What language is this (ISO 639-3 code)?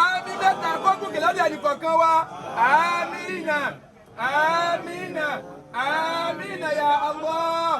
yor